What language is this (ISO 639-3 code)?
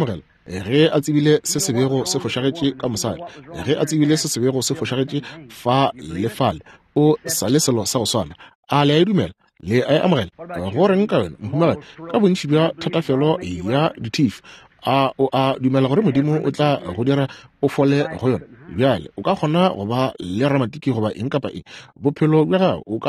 nso